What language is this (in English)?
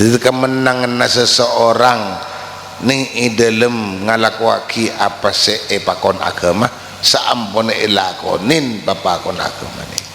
Madurese